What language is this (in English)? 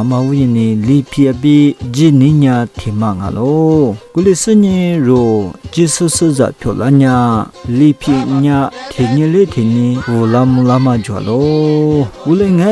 Lisu